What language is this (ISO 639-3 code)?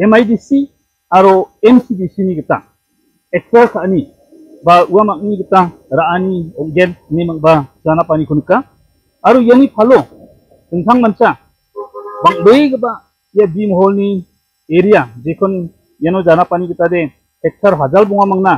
grt